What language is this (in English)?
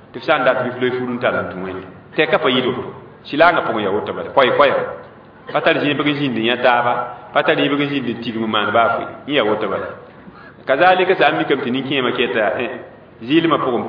Mossi